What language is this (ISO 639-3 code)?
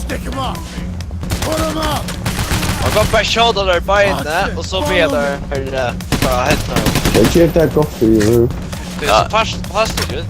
fao